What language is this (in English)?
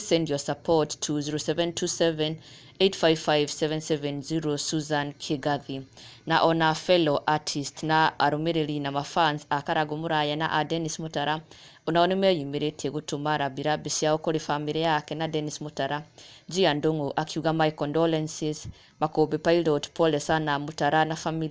Kikuyu